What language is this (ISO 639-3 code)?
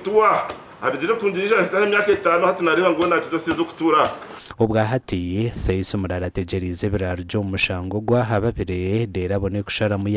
nyn